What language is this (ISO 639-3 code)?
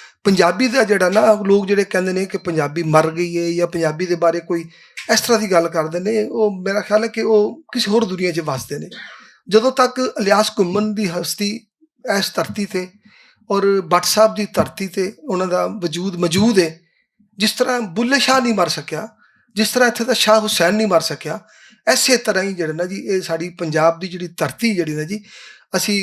lah